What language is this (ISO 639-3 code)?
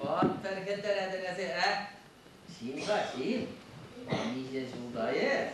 chv